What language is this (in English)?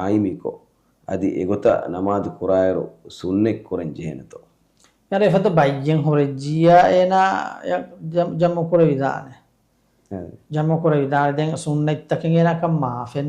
Divehi